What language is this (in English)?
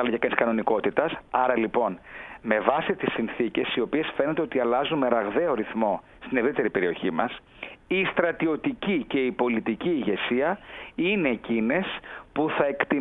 Greek